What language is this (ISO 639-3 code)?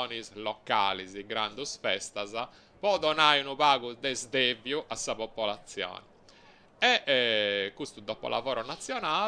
srd